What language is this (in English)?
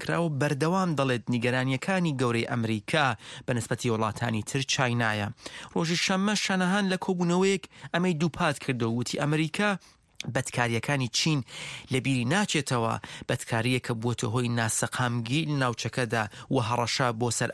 Central Kurdish